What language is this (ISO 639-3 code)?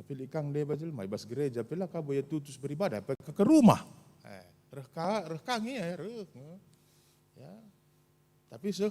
btx